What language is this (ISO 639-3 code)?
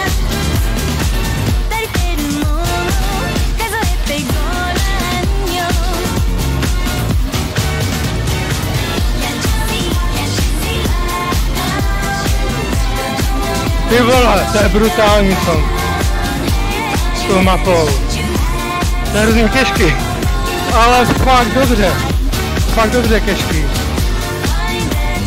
ces